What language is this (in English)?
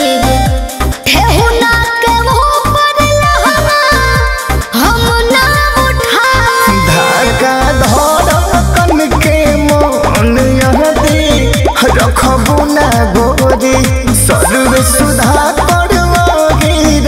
Bhojpuri